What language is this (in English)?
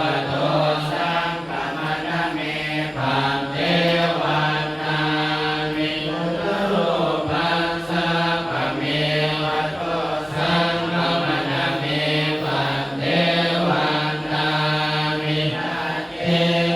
Pali